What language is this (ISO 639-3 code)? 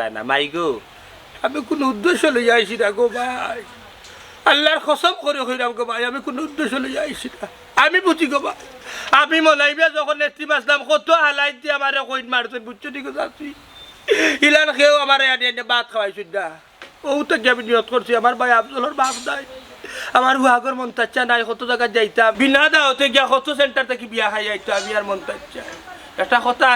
syl